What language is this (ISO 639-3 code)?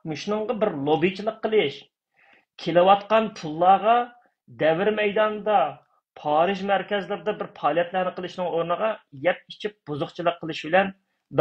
uig